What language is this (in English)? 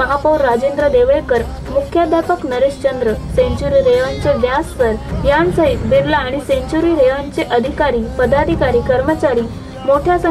Marathi